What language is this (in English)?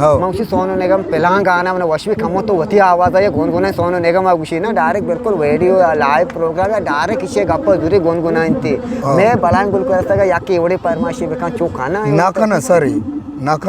Eastern Balochi